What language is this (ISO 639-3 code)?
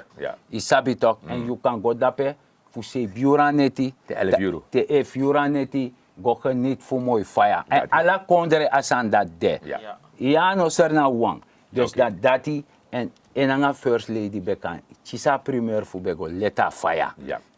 srn